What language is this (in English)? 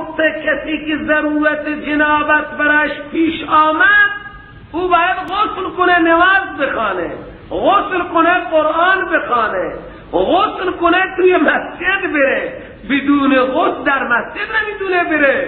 Persian